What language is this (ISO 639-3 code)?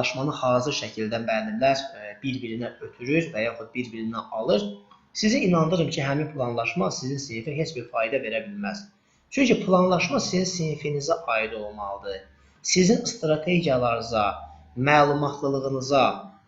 aze